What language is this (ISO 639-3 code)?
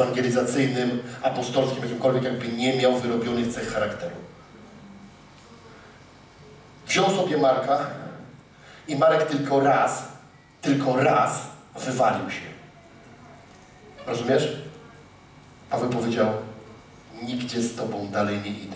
pol